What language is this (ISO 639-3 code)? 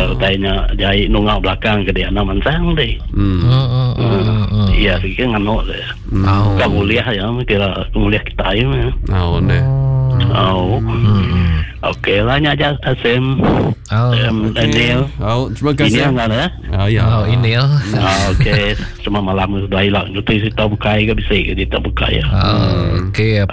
iba